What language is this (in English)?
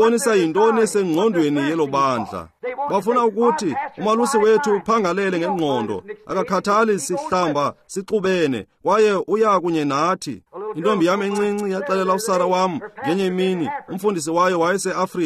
Xhosa